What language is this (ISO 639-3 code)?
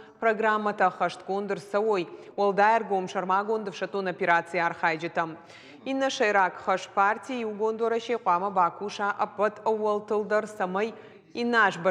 oss